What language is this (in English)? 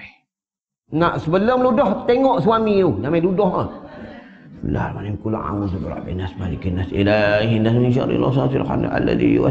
Malay